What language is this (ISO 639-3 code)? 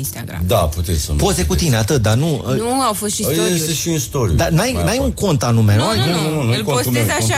ron